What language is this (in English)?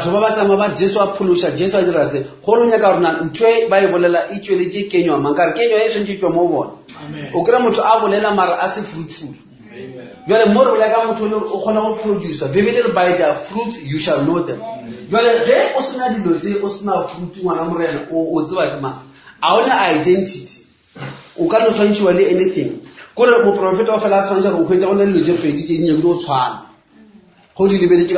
Northern Sotho